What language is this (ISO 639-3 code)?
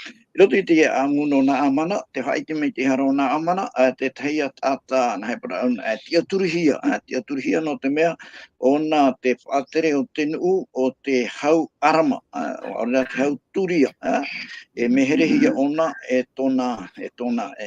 tah